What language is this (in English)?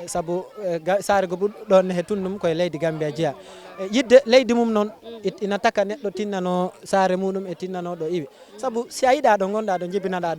Fula